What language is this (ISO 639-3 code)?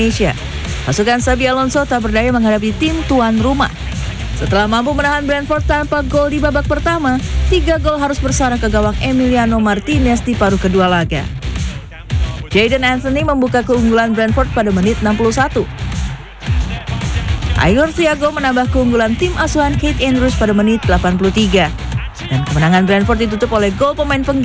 ind